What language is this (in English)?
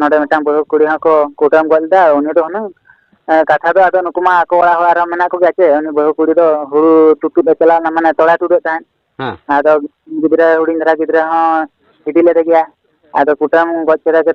Santali